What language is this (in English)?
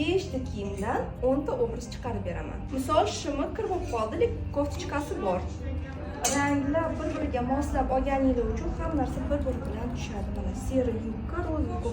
Uzbek